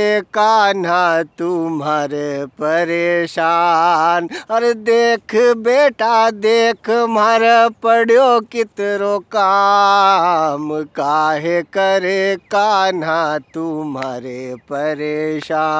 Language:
Rajasthani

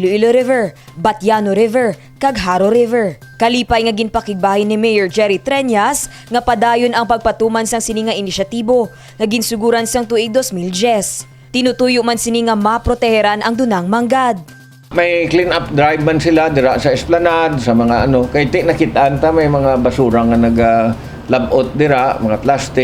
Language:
Hiligaynon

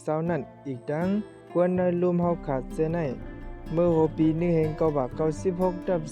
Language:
Shan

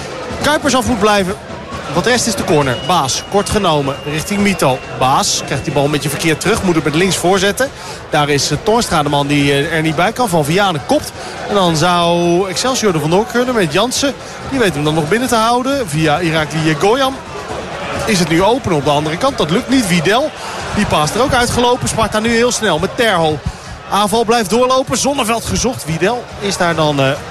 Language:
Dutch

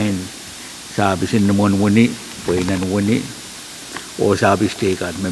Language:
Pohnpeian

